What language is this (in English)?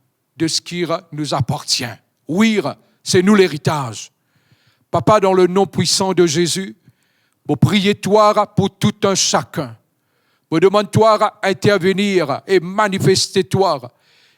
Morisyen